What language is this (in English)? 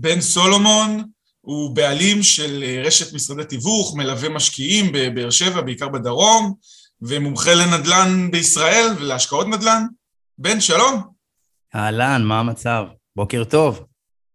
Hebrew